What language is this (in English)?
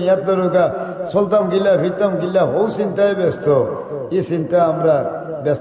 Sylheti